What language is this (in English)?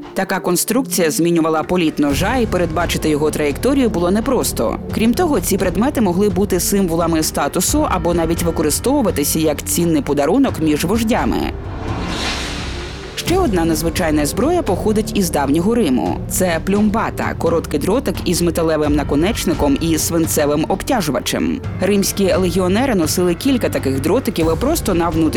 Ukrainian